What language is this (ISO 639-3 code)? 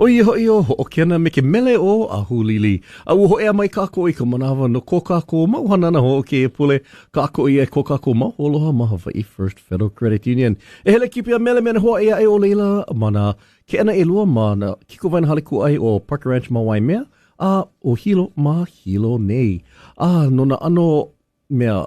haw